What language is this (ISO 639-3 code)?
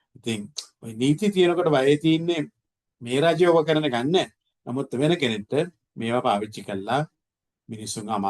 sin